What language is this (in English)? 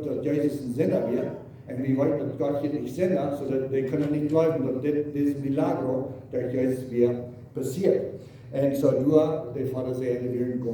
Plautdietsch